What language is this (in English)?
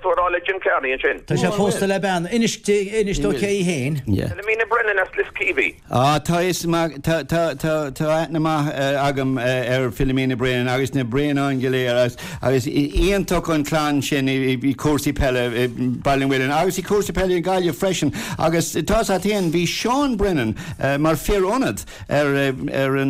Irish